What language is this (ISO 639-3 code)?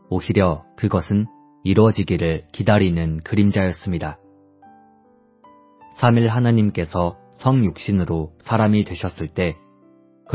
kor